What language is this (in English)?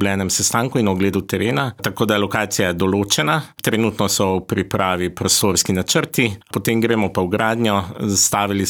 Slovenian